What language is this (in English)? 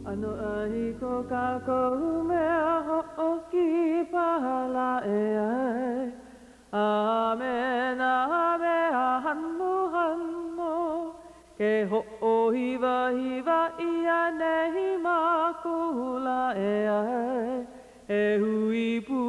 Hawaiian